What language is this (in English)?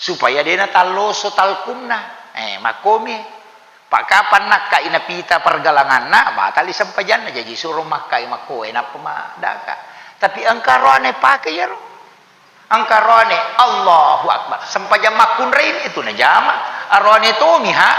Buginese